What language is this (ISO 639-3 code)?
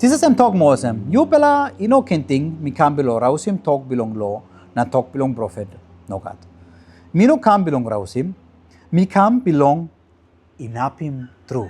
tpi